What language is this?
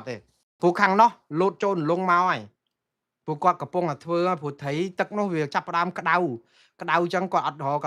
Khmer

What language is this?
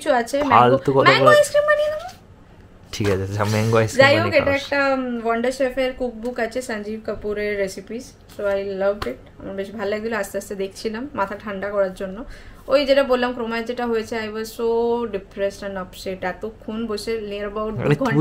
Bangla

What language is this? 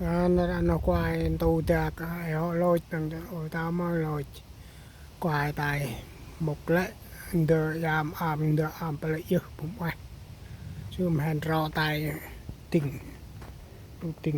Central Mnong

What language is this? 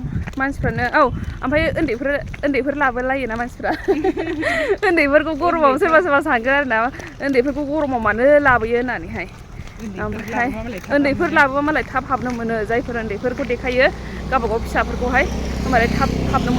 Bodo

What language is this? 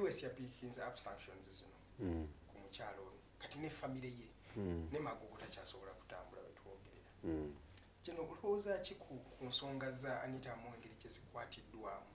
Ganda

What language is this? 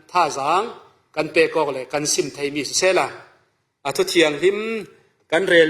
Falam Chin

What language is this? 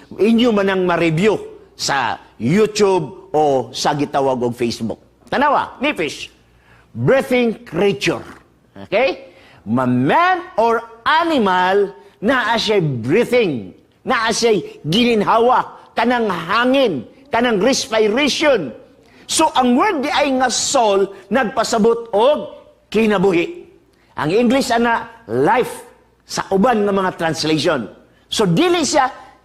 Cebuano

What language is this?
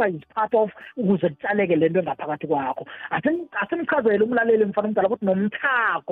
South Ndebele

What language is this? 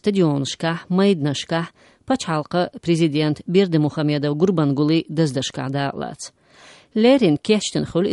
Chechen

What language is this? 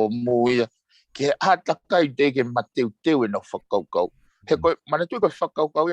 Tongan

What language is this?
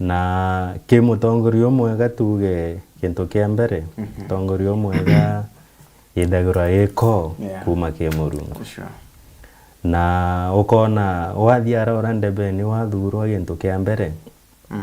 Meru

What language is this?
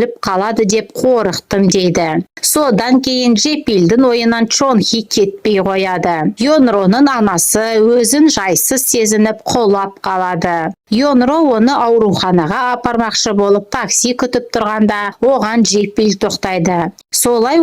Kazakh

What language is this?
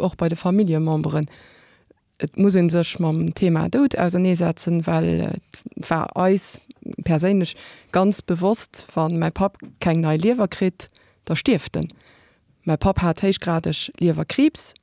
Luxembourgish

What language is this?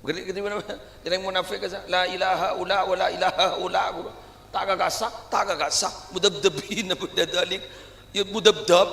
Madurese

